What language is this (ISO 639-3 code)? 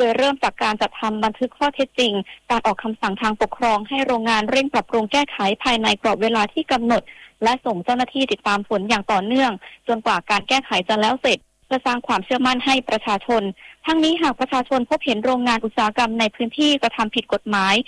tha